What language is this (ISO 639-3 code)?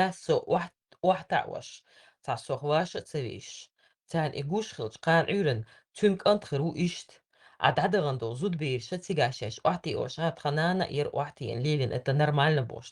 che